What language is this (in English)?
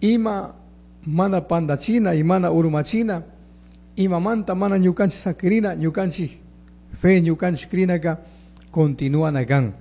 Chimborazo Highland Quichua